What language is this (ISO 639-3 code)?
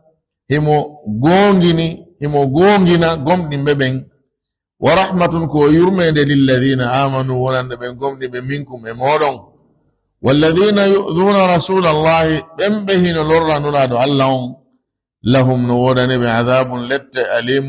ful